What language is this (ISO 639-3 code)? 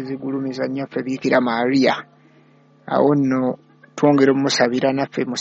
lug